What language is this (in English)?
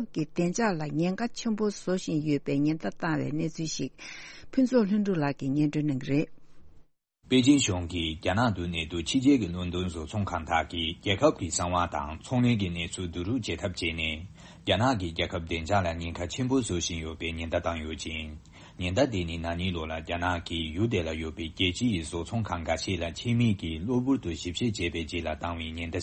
Tibetan